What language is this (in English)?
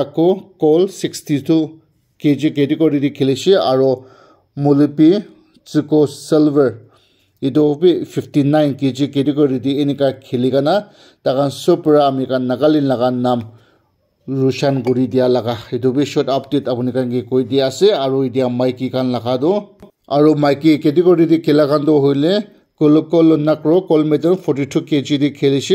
Naga Pidgin